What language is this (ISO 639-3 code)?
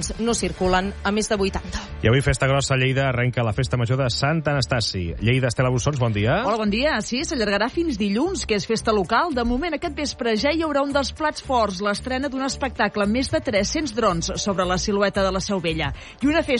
cat